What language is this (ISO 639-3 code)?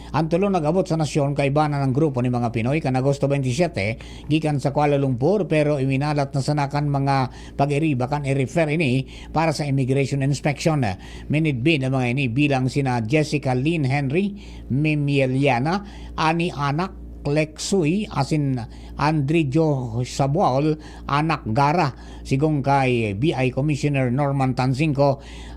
bik